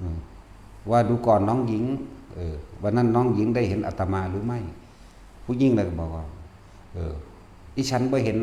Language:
Northeastern Thai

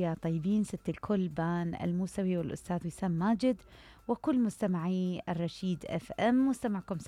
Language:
Mesopotamian Arabic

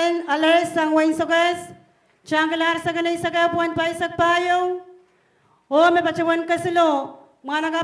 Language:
Pohnpeian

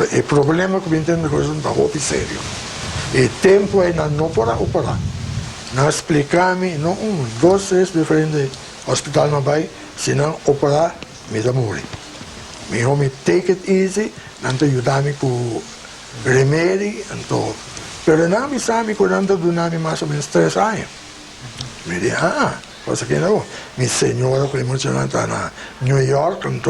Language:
Papiamento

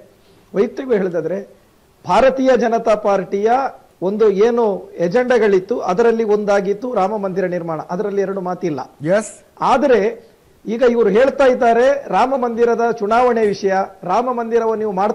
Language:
Kannada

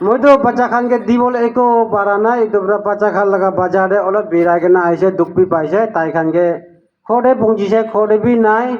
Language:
Naga Pidgin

